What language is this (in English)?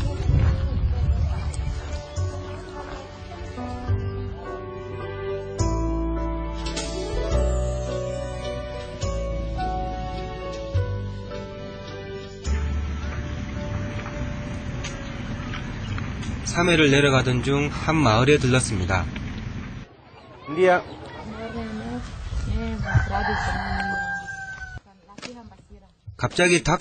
Korean